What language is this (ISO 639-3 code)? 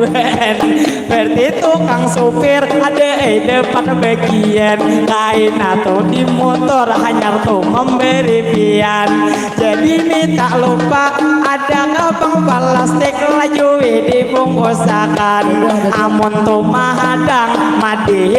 bjn